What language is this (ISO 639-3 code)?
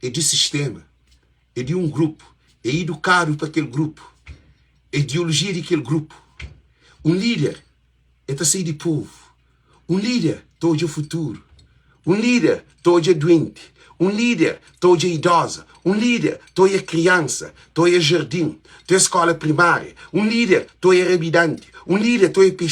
kea